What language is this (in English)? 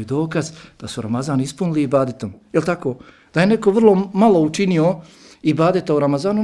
Bosnian